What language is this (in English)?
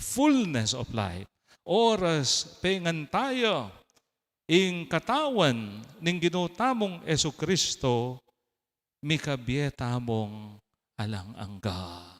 Pampanga